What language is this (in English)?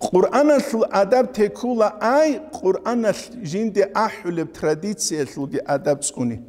Avaric